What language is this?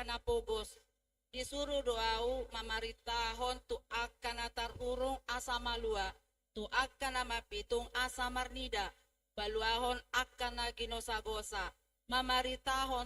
Batak Toba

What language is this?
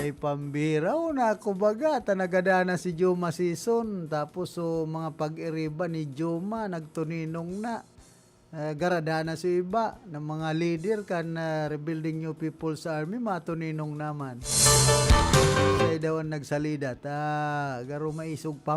Bikol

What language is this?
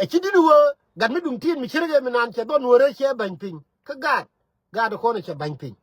Nuer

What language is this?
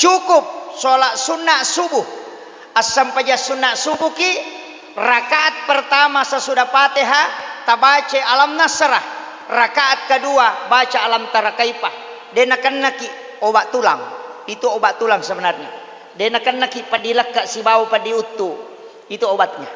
Buginese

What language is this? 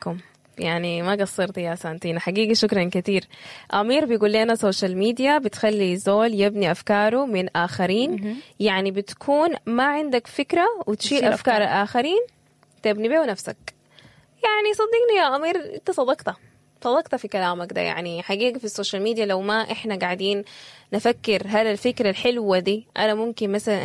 Sudanese Arabic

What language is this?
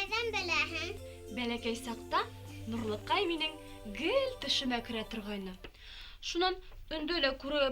Bashkir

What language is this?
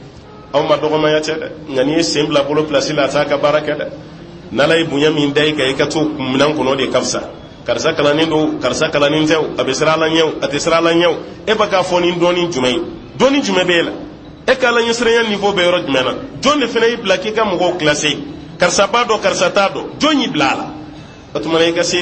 Bambara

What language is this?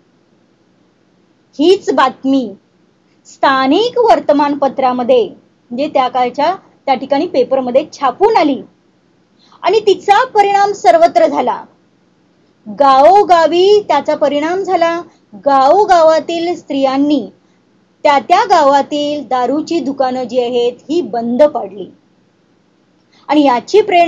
Marathi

